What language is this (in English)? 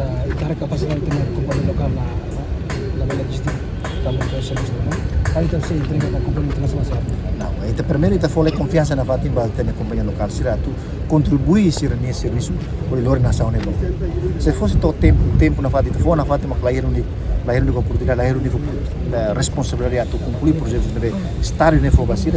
Tetum